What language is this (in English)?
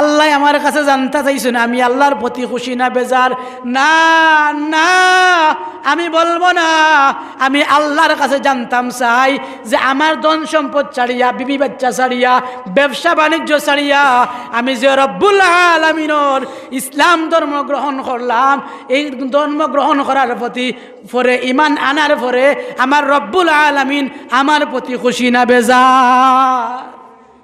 Sylheti